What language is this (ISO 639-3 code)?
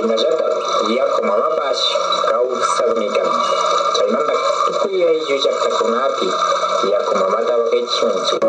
qvi